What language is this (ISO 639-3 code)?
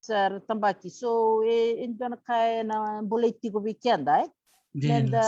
fij